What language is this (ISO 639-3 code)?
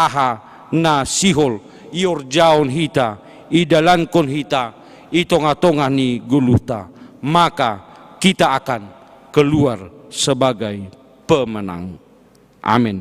bts